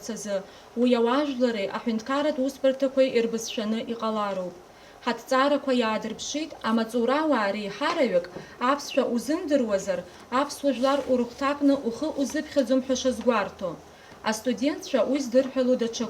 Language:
Abkhazian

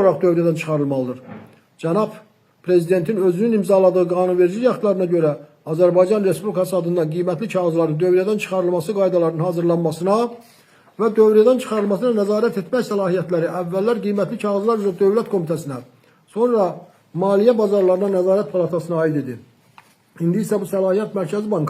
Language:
Azerbaijani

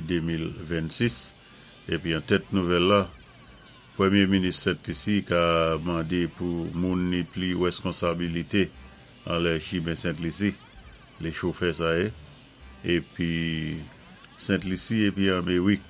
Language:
Saint Lucian Creole French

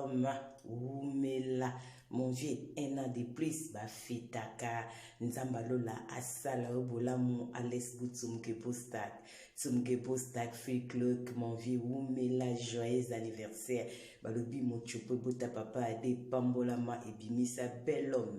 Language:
Lingala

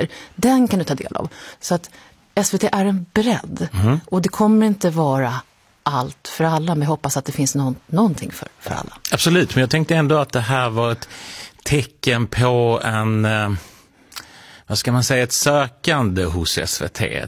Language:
Swedish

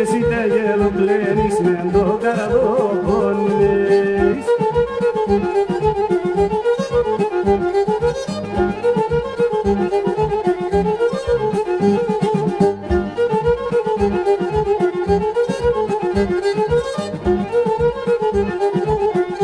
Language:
Greek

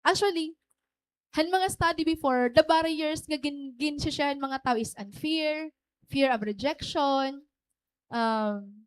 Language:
Waray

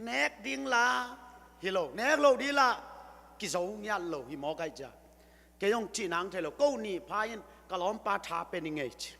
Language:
Tedim Chin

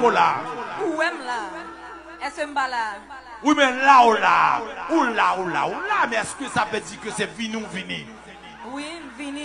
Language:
Haitian Creole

